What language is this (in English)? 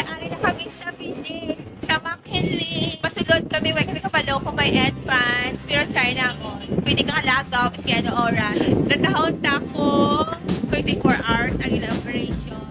Hiligaynon